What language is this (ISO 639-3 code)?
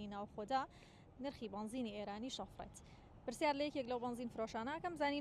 ckb